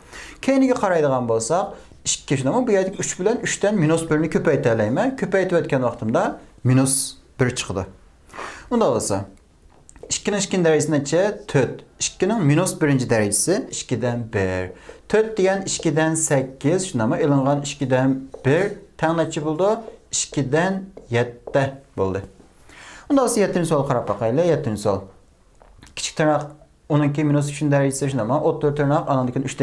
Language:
Uyghur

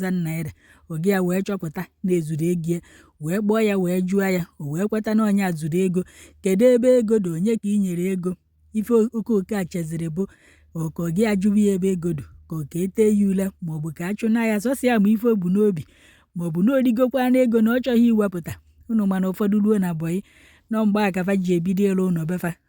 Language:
Igbo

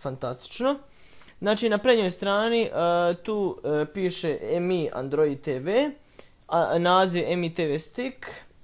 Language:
Bosnian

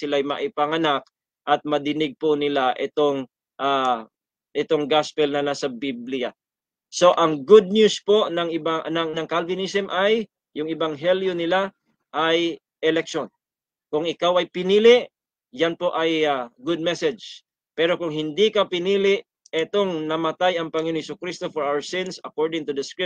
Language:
Filipino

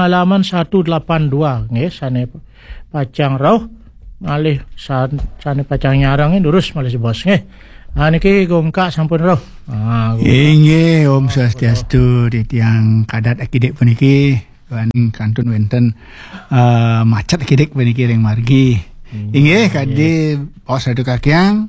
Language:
Balinese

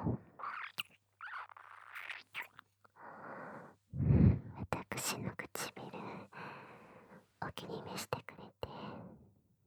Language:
Japanese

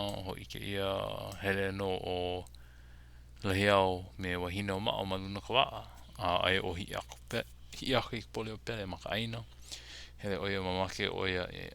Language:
Hawaiian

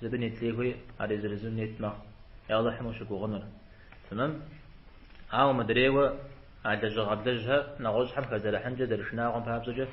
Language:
Kabardian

